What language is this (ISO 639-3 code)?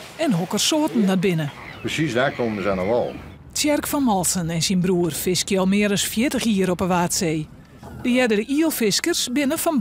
fry